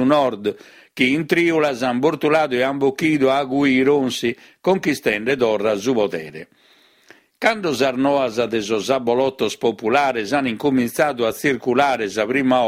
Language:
Sardinian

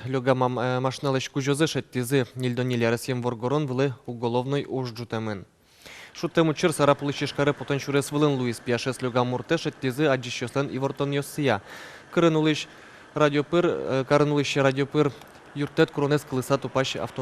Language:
Udmurt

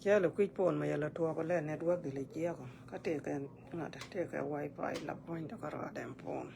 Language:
Nuer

